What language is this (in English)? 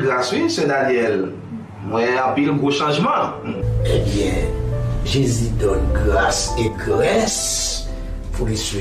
Haitian Creole